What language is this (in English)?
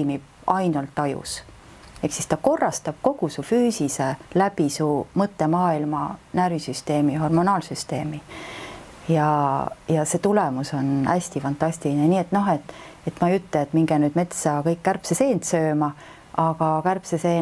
Estonian